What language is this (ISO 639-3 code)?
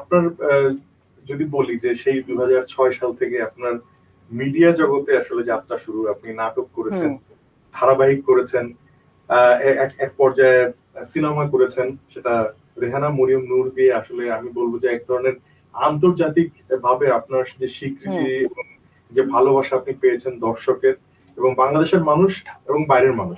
ben